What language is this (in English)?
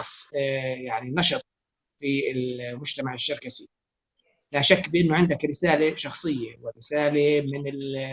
North Levantine Arabic